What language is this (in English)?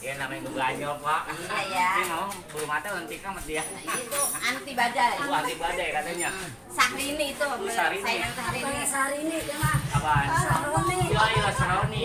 Betawi